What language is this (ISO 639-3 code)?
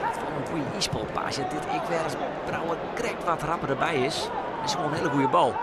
fry